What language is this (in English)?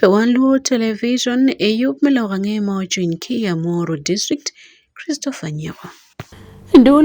Acoli